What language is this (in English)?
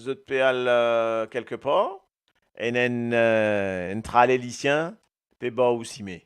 Morisyen